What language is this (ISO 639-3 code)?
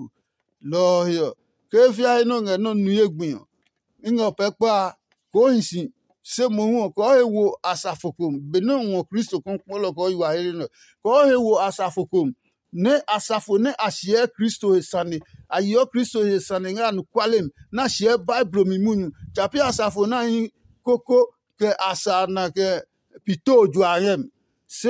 ada